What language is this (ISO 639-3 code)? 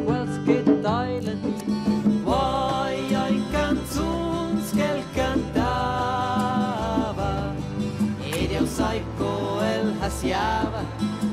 roh